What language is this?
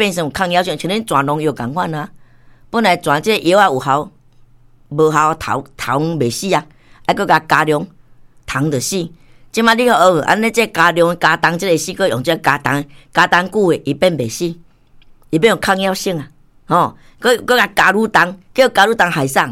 Min Nan Chinese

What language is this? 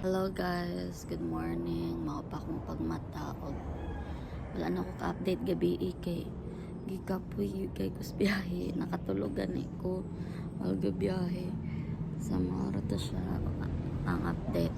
Cebuano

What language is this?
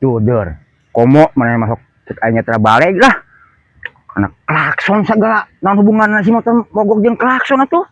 Sundanese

